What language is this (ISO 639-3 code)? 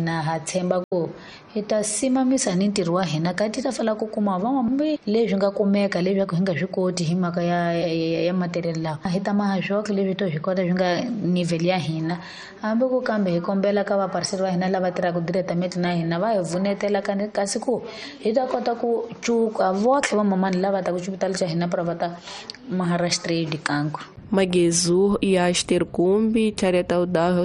tso